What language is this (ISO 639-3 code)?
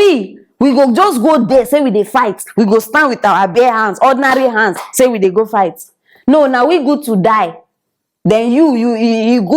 pcm